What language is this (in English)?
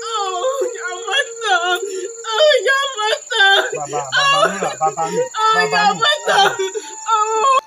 Ewe